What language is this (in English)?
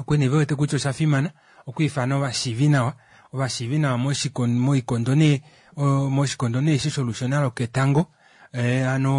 Kuanyama